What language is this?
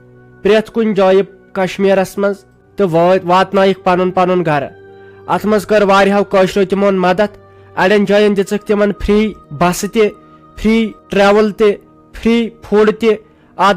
Kashmiri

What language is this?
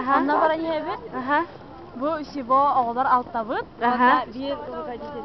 Yakut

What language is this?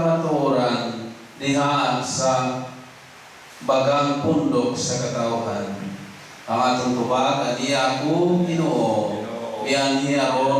Cebuano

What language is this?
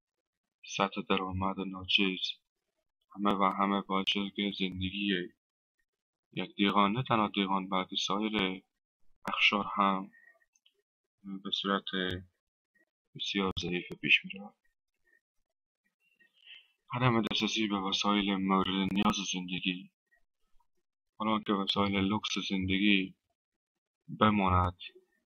Persian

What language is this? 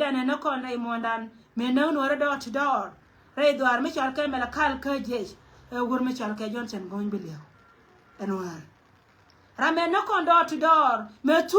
Nuer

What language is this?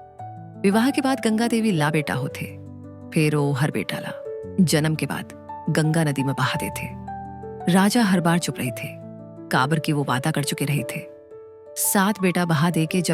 Chhattisgarhi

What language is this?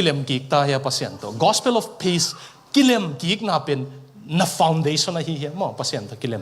Tedim Chin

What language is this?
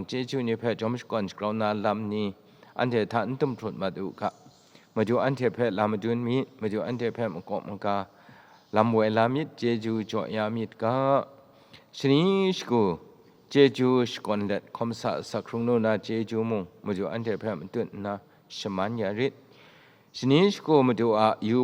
Kachin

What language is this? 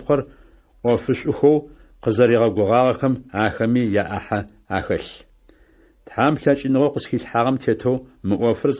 Adyghe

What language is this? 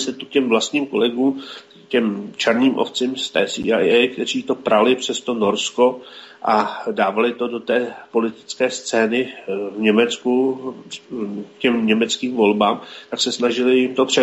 Czech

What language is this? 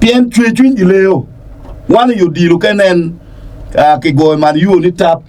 Acoli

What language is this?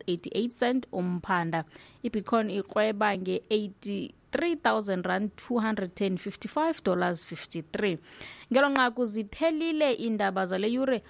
Xhosa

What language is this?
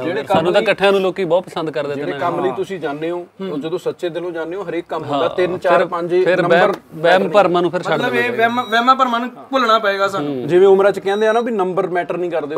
Punjabi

